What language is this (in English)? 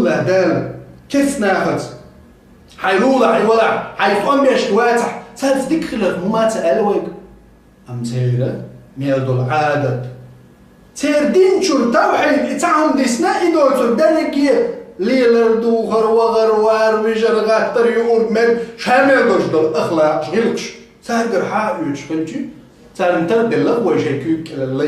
Chechen